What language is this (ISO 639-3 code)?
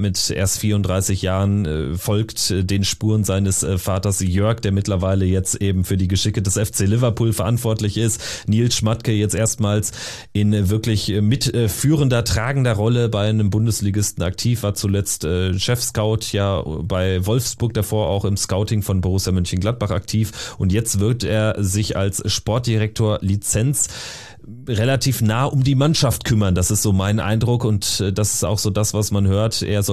deu